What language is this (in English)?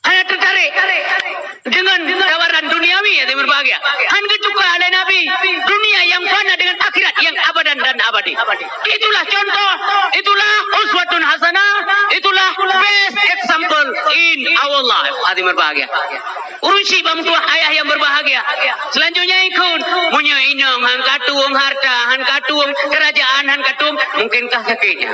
Achinese